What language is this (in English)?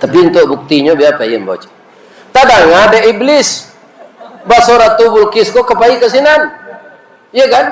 Minangkabau